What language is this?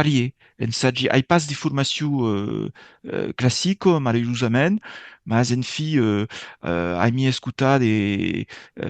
Occitan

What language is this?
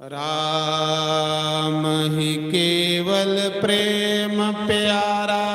Dogri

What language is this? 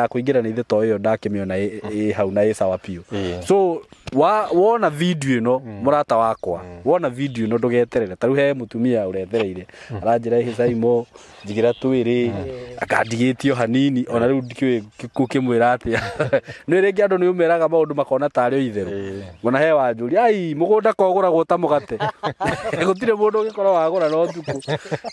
Kikuyu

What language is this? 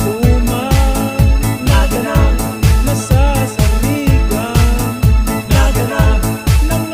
Bikol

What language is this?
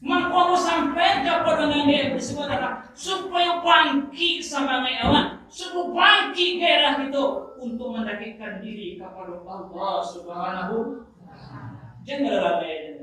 Minangkabau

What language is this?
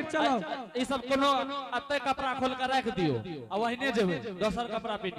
Angika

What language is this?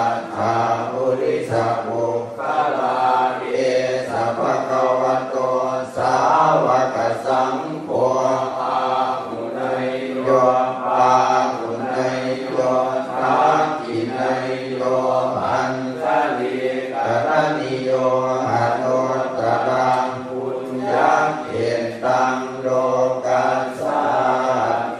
Pali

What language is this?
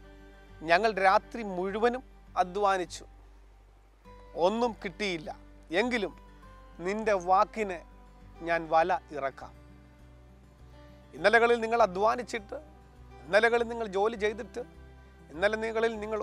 Malayalam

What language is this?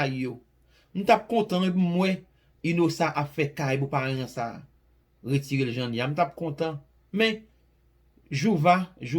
Haitian Creole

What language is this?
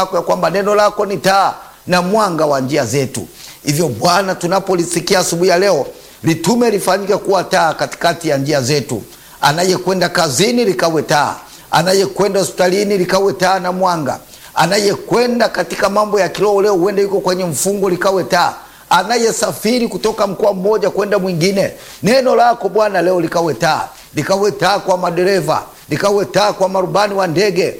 Swahili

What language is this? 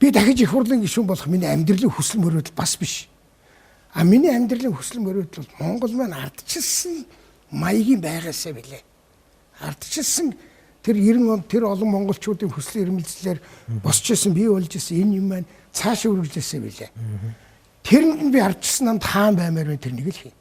Mongolian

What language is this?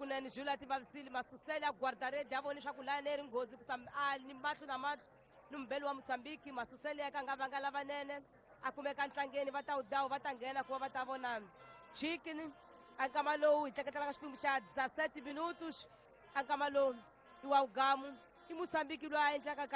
Tsonga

